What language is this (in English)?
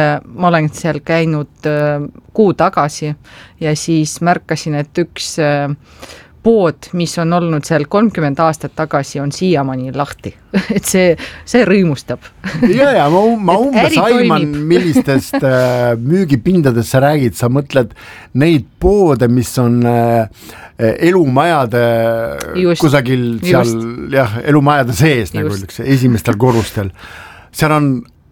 Estonian